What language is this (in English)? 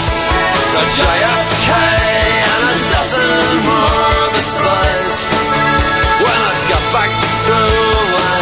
Spanish